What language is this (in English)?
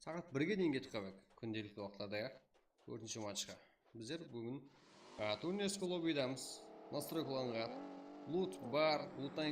Kara-Kalpak